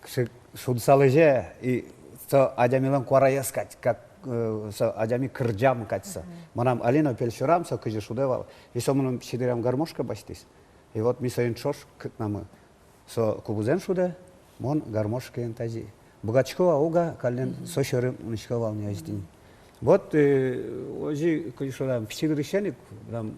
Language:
Udmurt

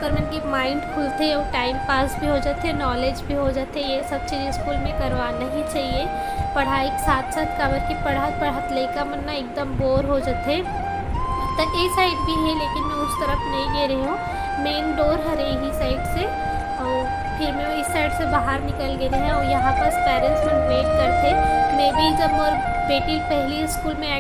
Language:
Chhattisgarhi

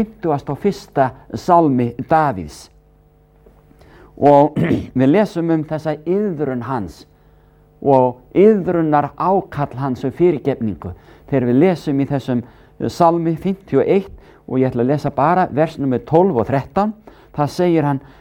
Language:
Icelandic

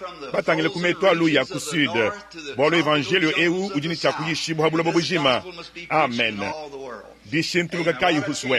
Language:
Luba-Lulua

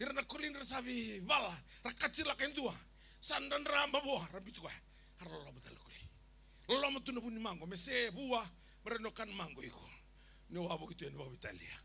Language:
Fijian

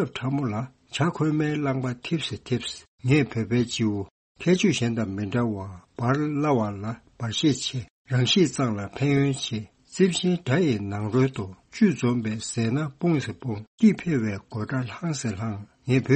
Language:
Tibetan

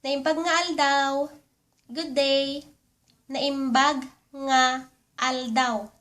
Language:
Iloko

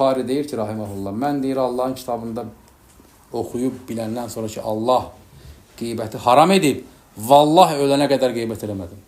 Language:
Azerbaijani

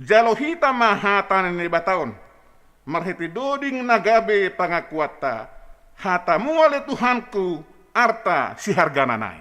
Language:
Batak Simalungun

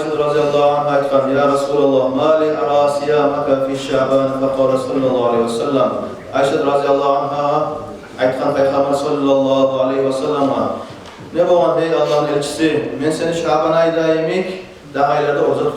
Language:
Kumyk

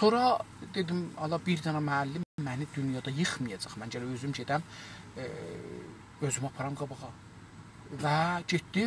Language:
South Azerbaijani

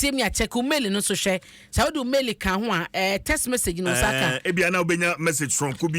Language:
Akan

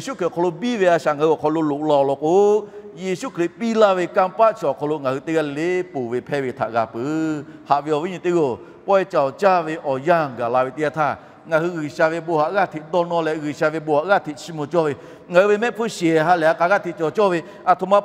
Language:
Lahu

